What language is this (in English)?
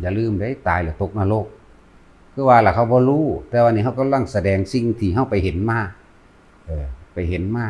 Northeastern Thai